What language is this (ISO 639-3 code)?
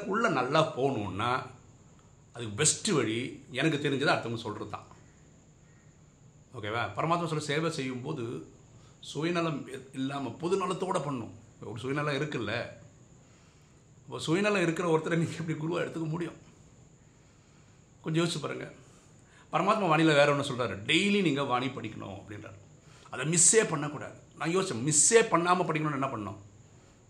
tam